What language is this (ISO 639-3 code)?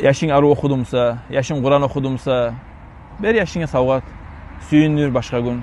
kum